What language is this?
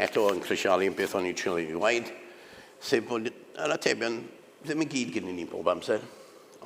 Welsh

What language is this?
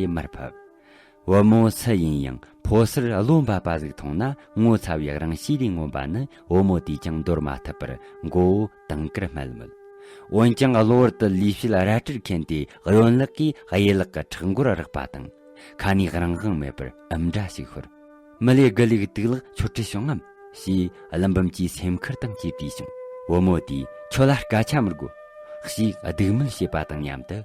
Tibetan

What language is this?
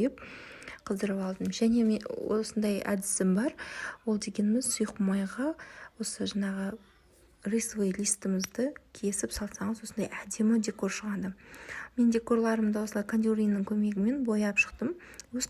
Kazakh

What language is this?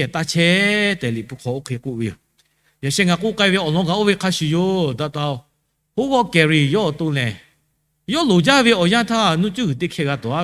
Lahu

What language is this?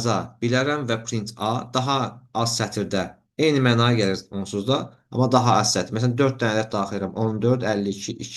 Azerbaijani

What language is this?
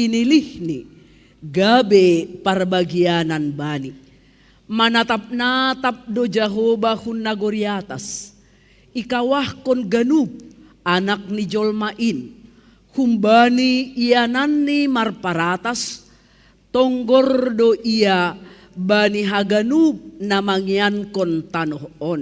Batak Simalungun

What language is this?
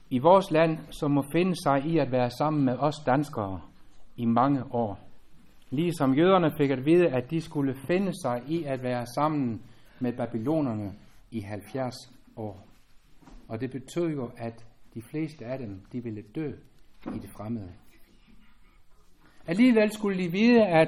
Danish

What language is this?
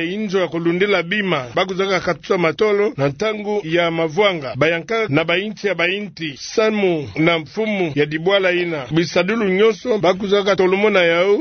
Kituba (Democratic Republic of Congo)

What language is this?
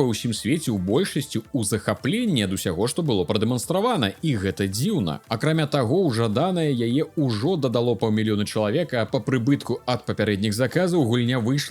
Belarusian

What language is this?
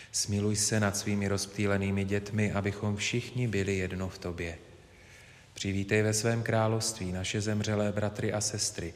Czech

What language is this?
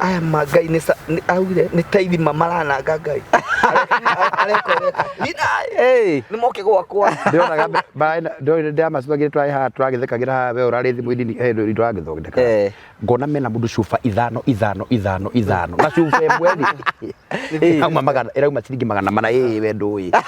Kikuyu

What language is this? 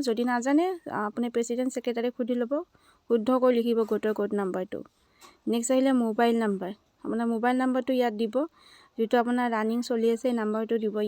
Assamese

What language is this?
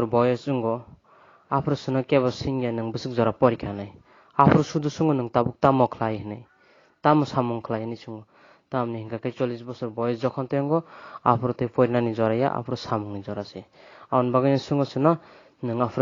Kok Borok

